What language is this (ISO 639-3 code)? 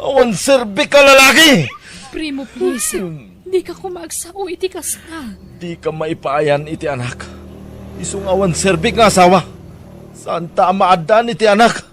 ilo